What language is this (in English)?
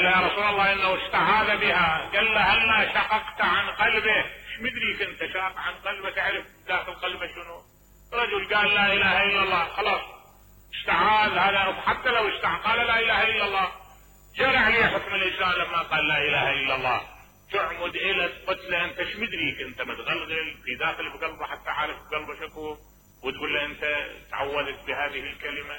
Mesopotamian Arabic